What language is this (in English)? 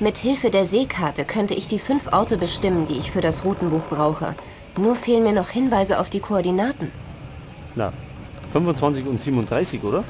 Bavarian